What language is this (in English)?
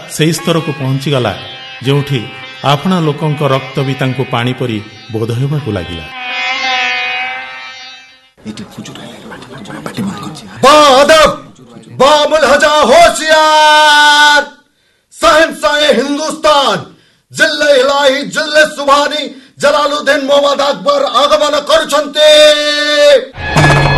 Odia